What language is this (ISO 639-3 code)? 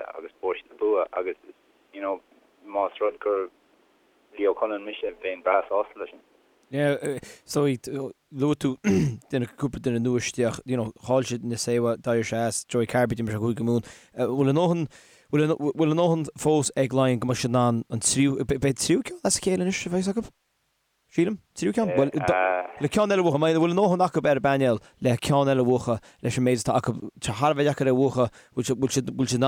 gle